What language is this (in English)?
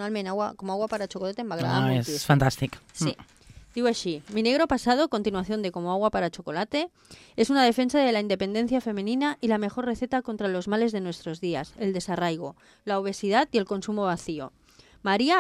Catalan